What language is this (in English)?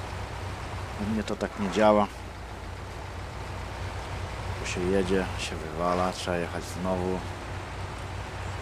Polish